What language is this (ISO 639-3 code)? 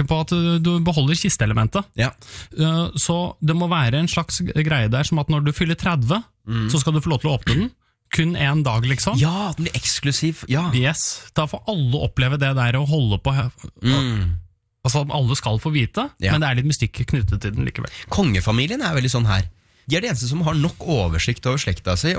nor